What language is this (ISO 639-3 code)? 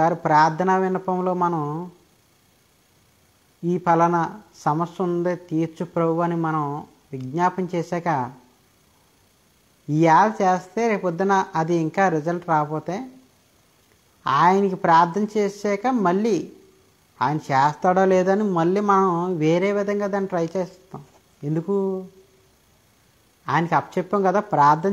tel